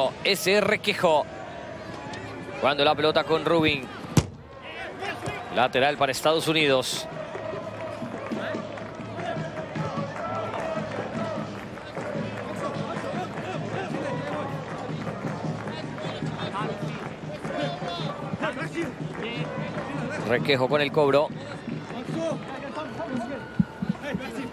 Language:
Spanish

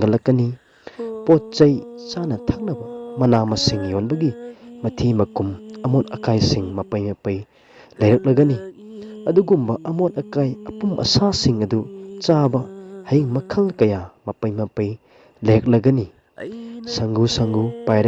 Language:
Manipuri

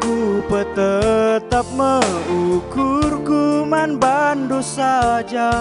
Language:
Batak Karo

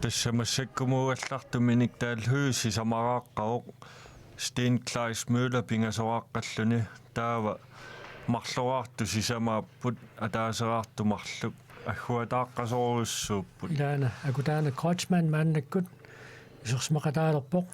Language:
Kalaallisut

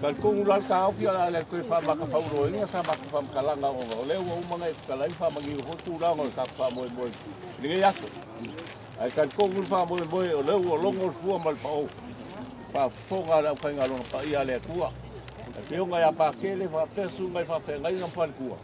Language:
Samoan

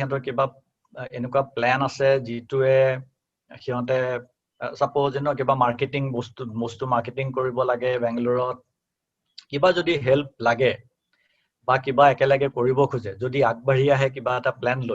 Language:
Assamese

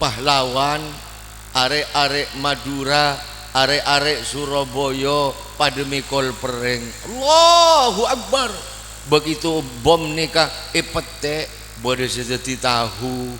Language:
Madurese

